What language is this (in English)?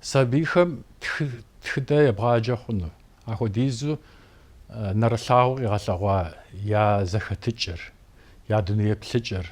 Kabardian